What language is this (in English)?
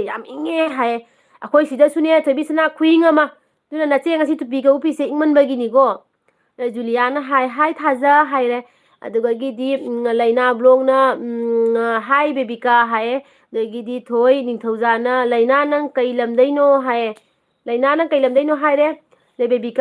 Manipuri